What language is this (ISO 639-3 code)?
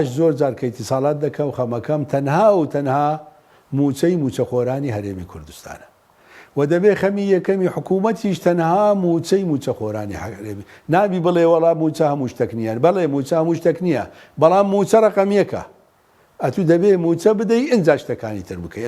ckb